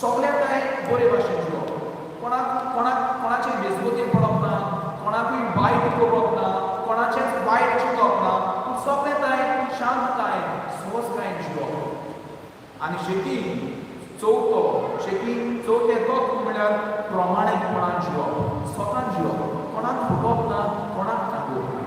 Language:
Konkani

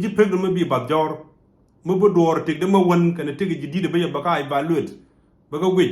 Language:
Nuer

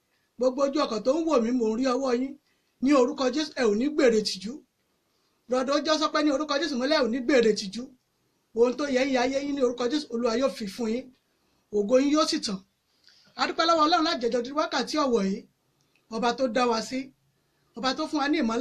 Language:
Yoruba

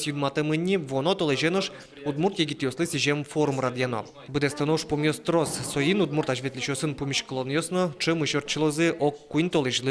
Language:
Udmurt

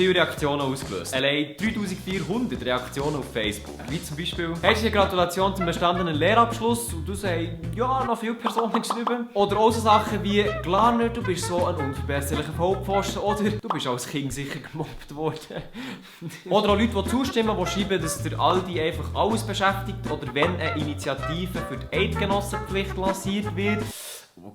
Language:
Swiss German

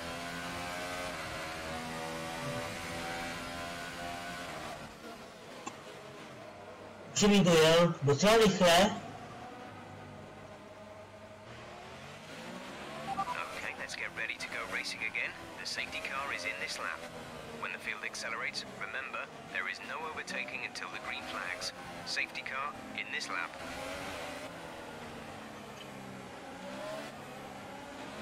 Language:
Czech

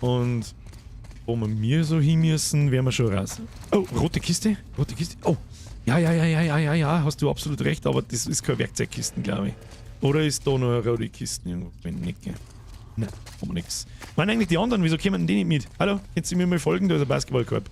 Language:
Bavarian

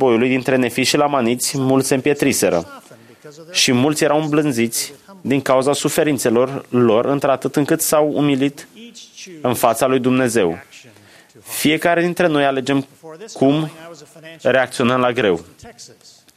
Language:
Romanian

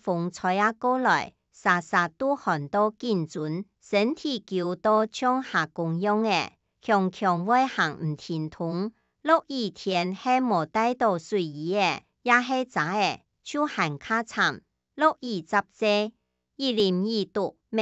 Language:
Hakka Chinese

